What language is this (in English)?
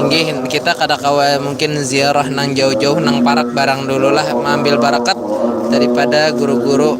Banjar